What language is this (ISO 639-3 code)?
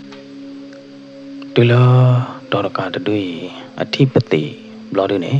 ksw